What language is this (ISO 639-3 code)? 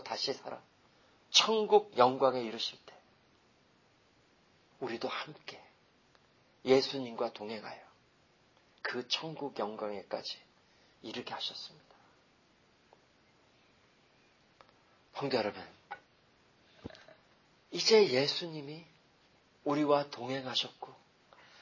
kor